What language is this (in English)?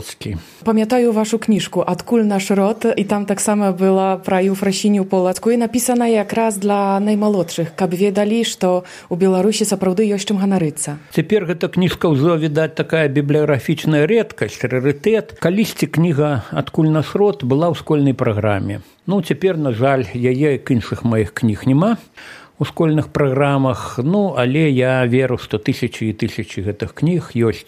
Belarusian